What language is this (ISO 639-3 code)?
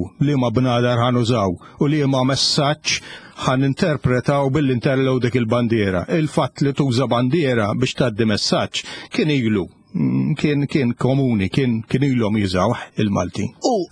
mlt